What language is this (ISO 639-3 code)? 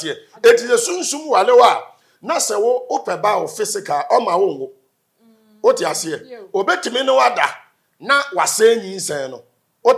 aka